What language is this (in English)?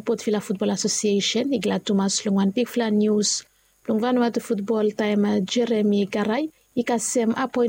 Bislama